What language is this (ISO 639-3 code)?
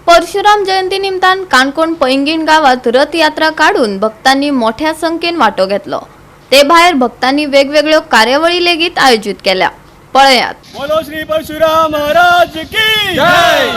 kok